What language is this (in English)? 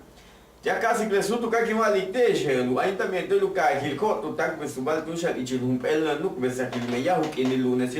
Yucateco